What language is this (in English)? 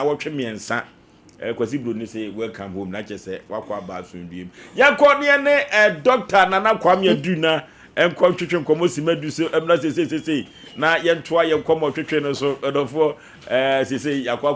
Akan